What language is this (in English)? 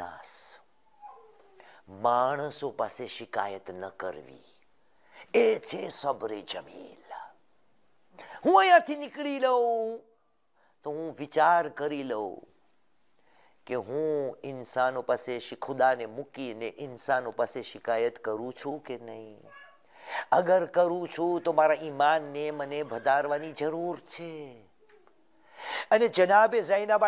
Gujarati